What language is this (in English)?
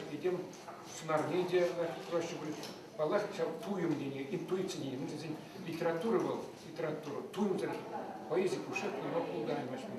Chuvash